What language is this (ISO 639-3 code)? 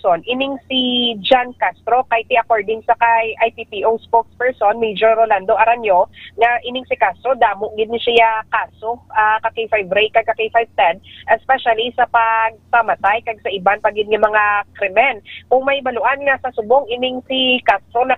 hil